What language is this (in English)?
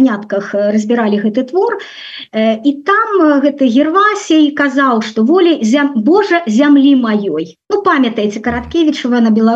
Belarusian